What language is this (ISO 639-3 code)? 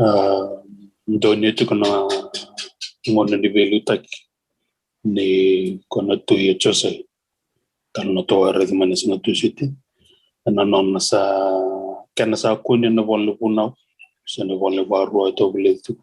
fij